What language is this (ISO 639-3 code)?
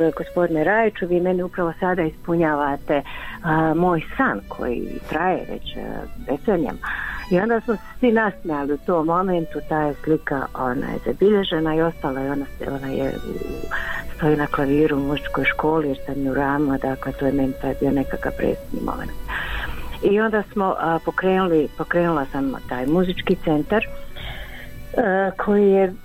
bos